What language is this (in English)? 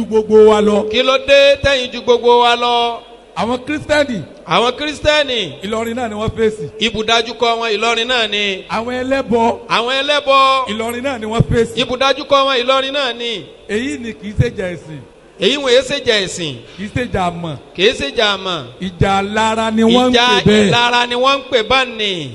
Yoruba